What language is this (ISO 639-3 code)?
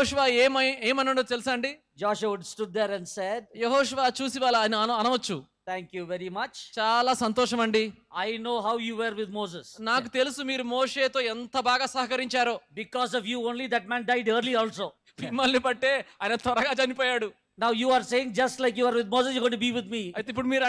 tel